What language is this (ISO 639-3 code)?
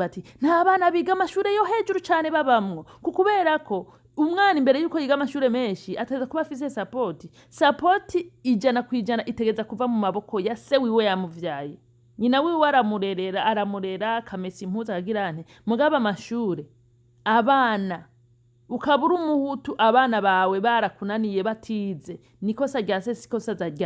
run